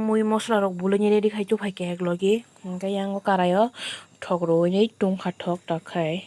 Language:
Kok Borok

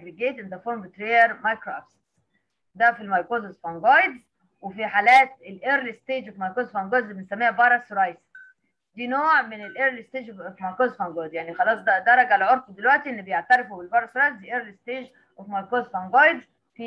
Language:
Egyptian Arabic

